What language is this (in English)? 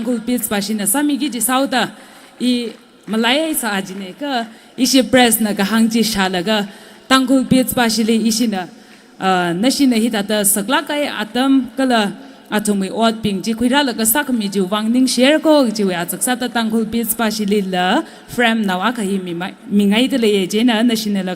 Tangkhul Naga (India)